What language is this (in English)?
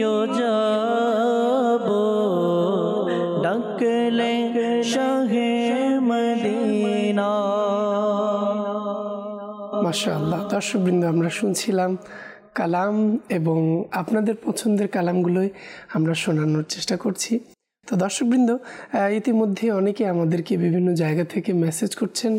Bangla